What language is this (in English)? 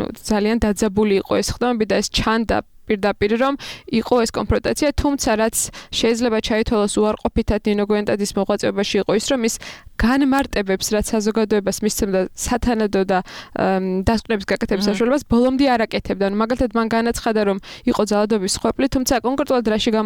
Georgian